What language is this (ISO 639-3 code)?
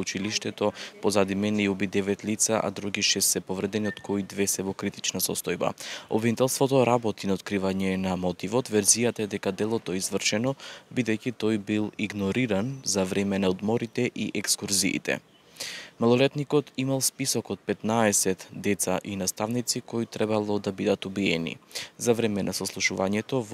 mkd